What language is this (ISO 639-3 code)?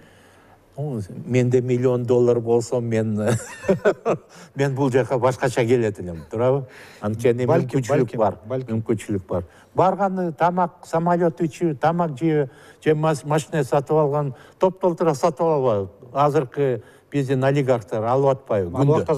kir